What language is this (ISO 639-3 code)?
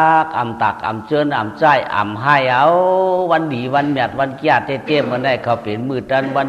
shn